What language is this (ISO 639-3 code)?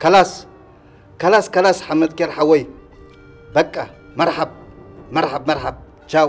tir